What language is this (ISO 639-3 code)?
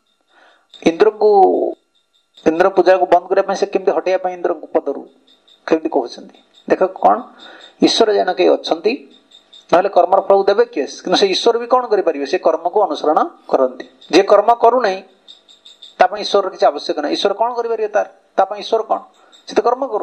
ori